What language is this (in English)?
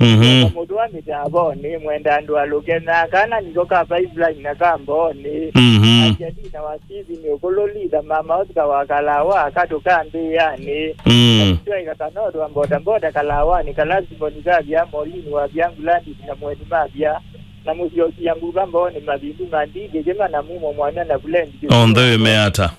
Kamba